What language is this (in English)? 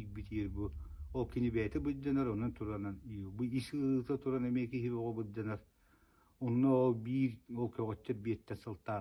Yakut